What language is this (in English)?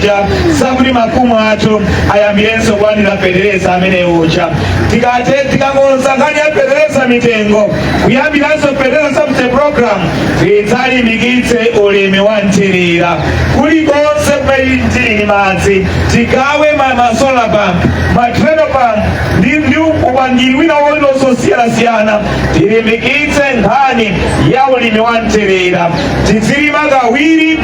Nyanja